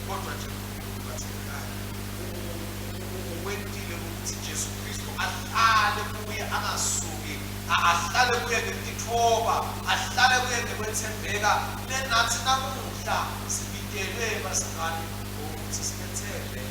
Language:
Swati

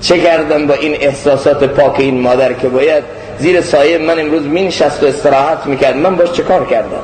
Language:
Persian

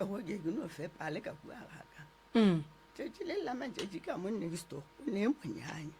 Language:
Northern Sotho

